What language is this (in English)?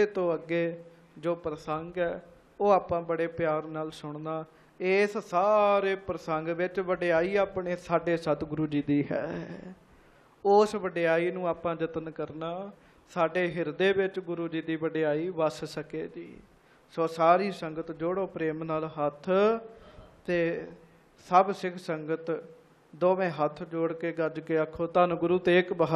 Punjabi